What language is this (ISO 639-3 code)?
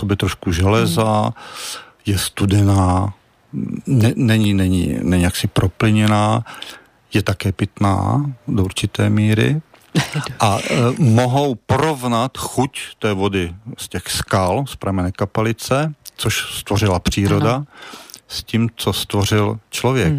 ces